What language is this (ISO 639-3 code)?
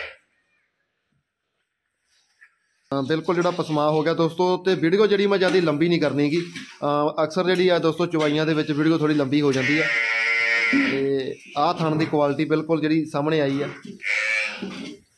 pan